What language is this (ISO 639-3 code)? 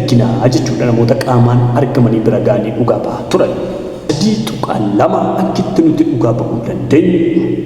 orm